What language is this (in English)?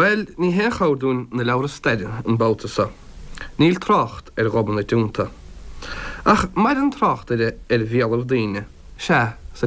Irish